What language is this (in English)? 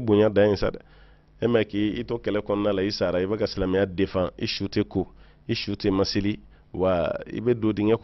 Bambara